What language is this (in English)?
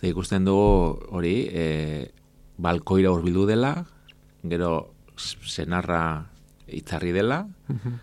Basque